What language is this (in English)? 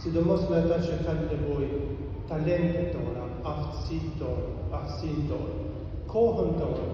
Albanian